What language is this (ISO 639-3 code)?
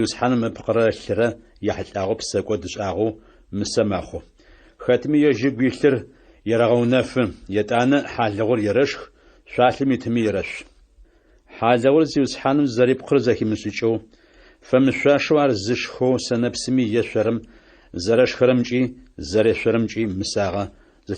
ady